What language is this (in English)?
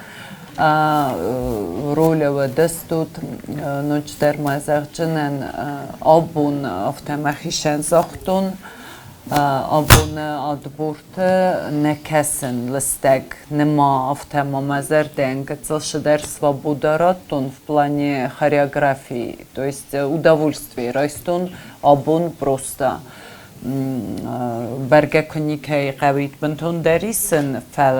Ossetic